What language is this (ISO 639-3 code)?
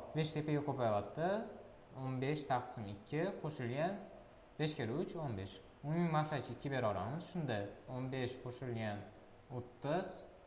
uzb